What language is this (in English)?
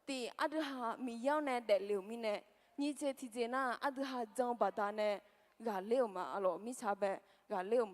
Akha